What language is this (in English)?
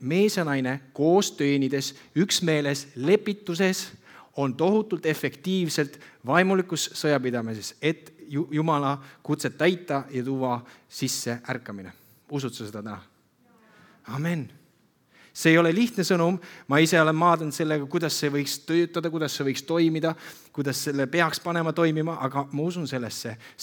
Estonian